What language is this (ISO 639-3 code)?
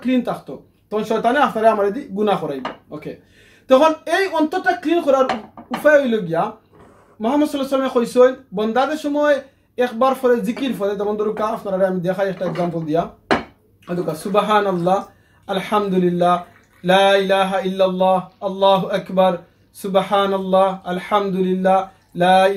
syl